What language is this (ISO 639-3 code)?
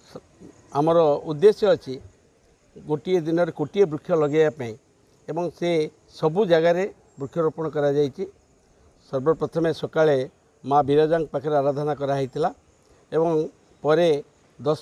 ori